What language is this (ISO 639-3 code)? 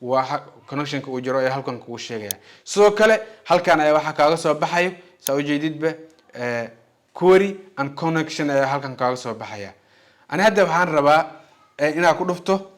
som